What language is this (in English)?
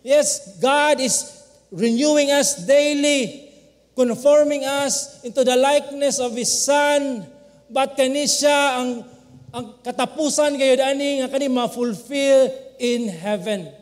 Cebuano